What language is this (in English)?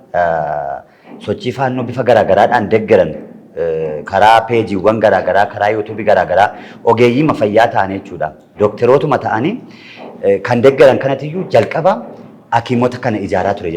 Oromo